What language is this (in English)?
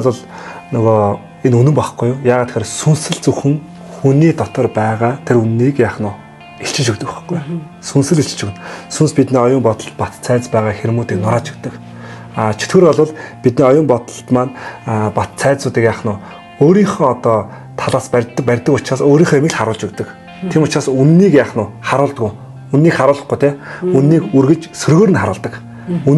Mongolian